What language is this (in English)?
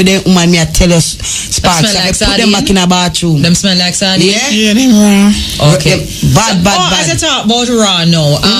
Jamaican Creole English